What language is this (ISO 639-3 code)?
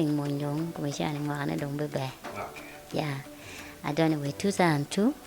ach